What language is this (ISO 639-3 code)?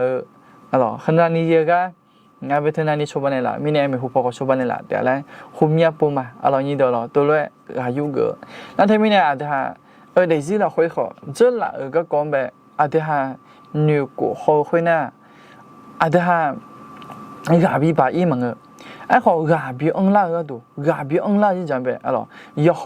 ahk